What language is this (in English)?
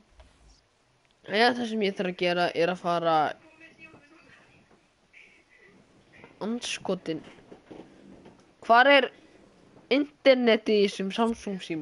Icelandic